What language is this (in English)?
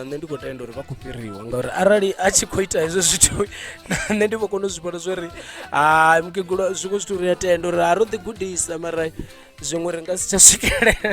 Venda